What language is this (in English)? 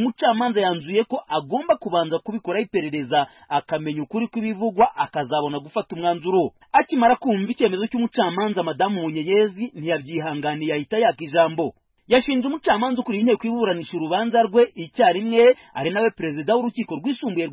Kinyarwanda